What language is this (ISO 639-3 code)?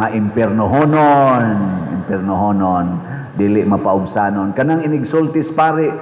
ceb